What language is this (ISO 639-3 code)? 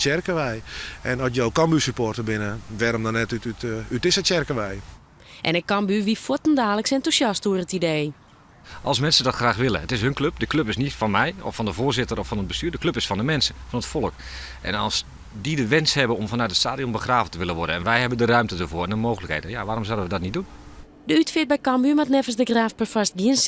fry